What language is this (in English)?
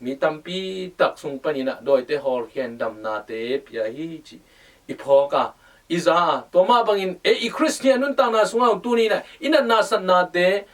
Tedim Chin